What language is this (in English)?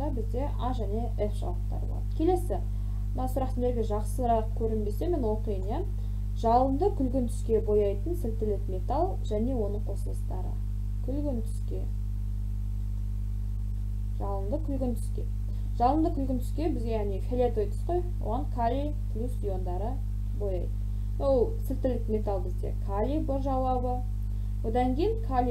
Kazakh